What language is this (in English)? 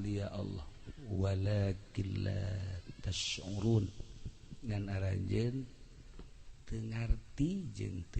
Sundanese